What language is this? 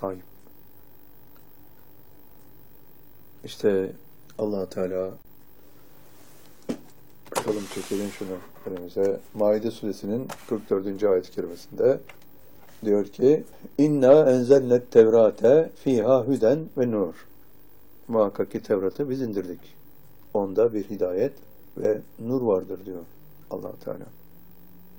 Turkish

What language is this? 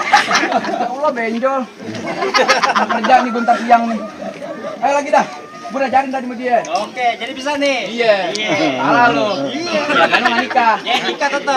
Betawi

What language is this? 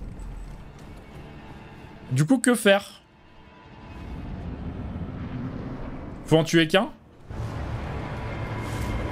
French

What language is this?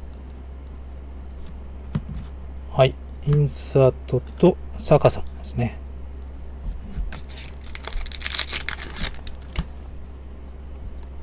Japanese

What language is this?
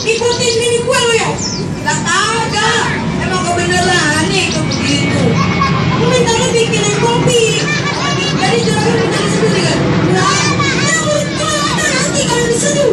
Betawi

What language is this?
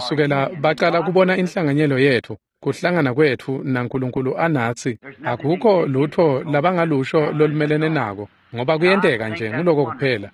Swati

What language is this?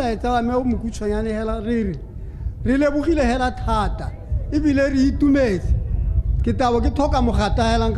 Tswana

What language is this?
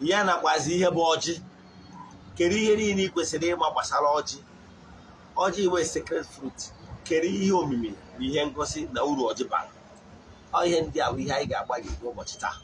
Igbo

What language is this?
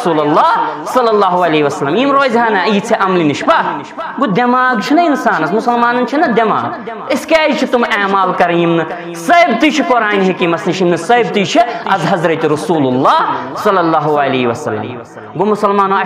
Kashmiri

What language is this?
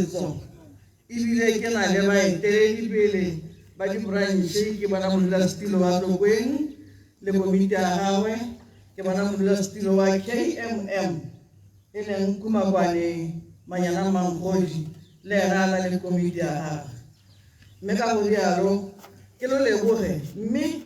Tswana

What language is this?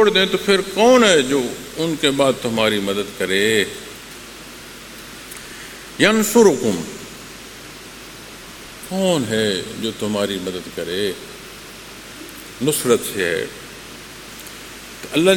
Urdu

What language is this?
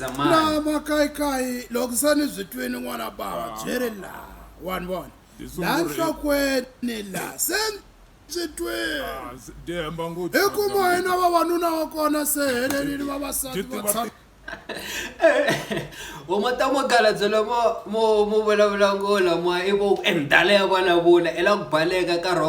Tsonga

